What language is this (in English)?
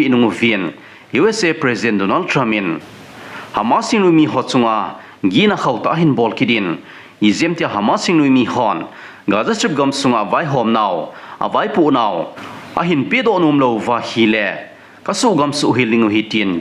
Thado Chin